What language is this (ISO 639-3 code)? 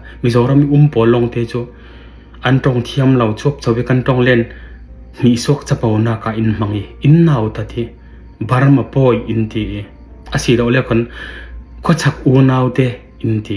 cfm